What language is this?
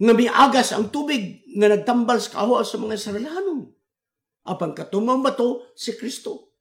Cebuano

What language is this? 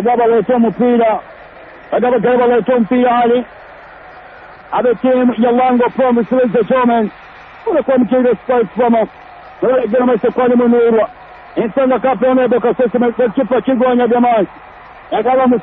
Swahili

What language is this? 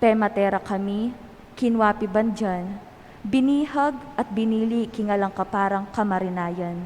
Pampanga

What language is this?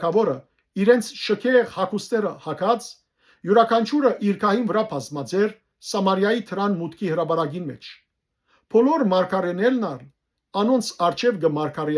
Western Armenian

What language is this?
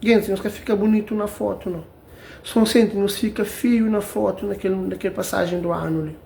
Kabuverdianu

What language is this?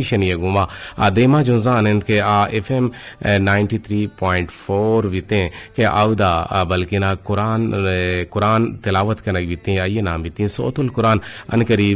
Eastern Balochi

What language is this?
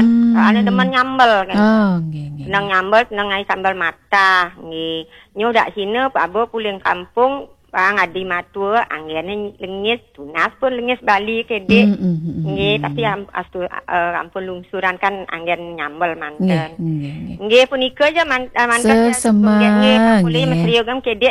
Balinese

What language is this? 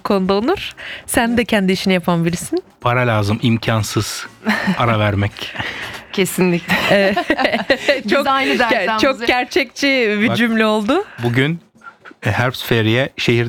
Turkish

